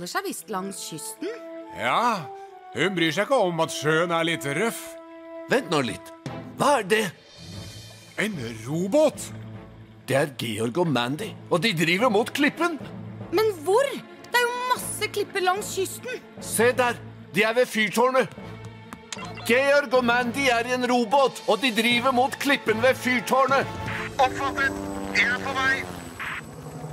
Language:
Norwegian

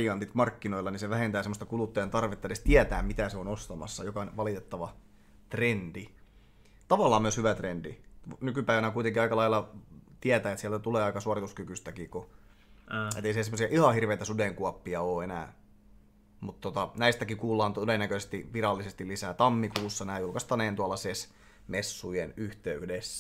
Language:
Finnish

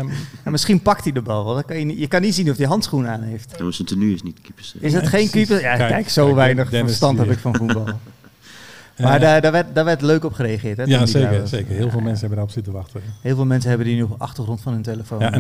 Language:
Dutch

